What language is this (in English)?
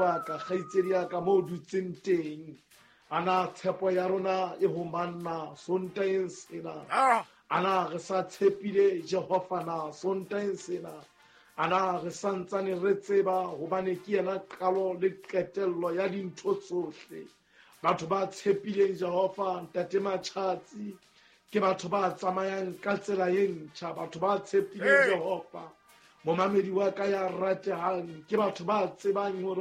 Southern Sotho